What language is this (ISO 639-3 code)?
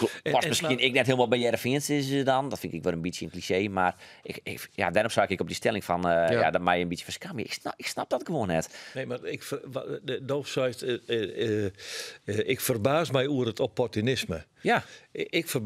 fry